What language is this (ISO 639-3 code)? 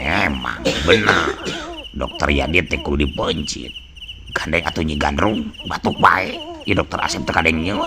sun